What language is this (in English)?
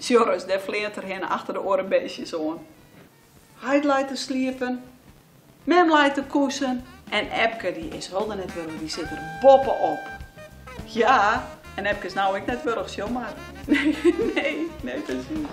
Stellingwerfs